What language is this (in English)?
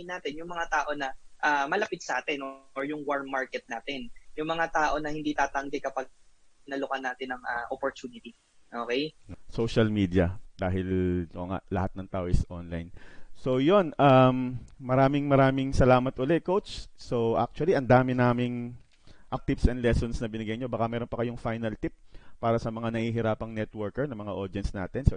Filipino